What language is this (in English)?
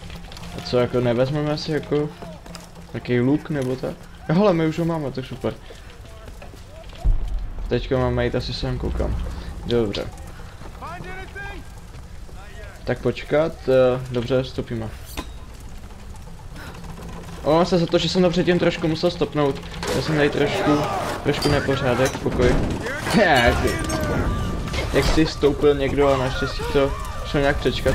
Czech